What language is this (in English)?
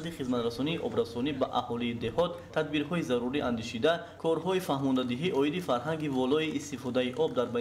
Tajik